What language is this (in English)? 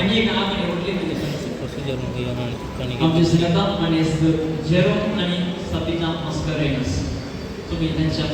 Konkani